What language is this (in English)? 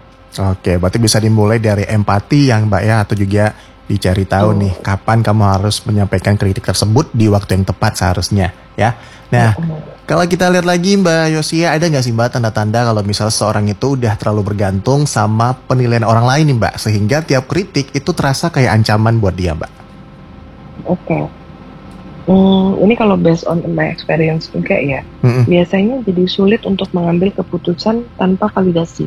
Indonesian